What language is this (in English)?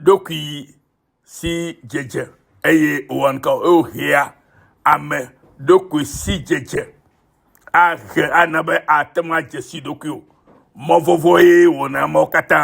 Ewe